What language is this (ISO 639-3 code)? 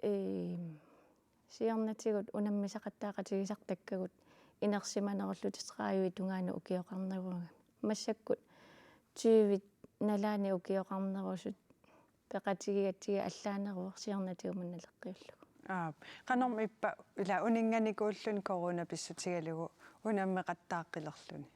kal